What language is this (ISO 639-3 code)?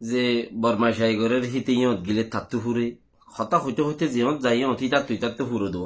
rhg